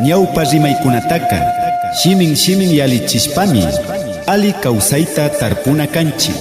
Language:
Imbabura Highland Quichua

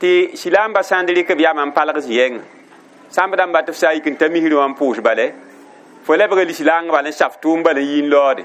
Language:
Mossi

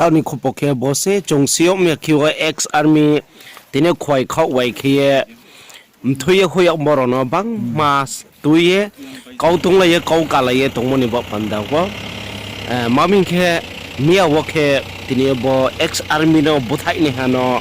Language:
Riang (India)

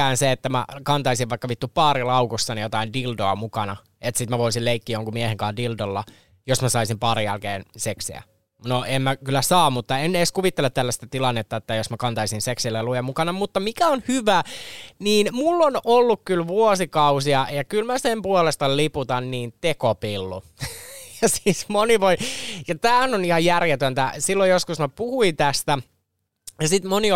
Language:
Finnish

